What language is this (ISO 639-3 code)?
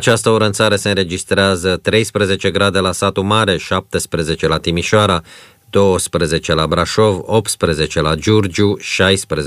ron